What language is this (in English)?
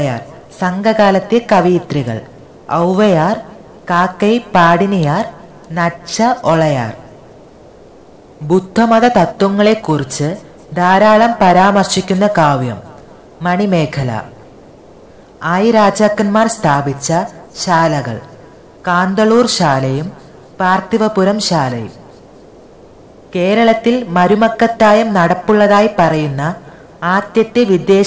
Malayalam